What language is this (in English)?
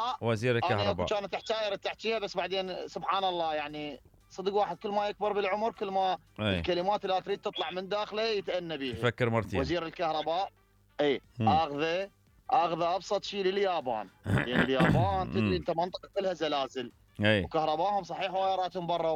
Mesopotamian Arabic